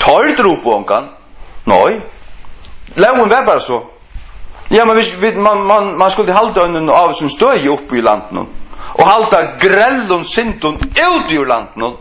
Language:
Faroese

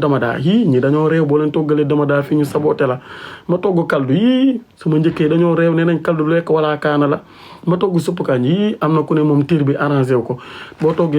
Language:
Wolof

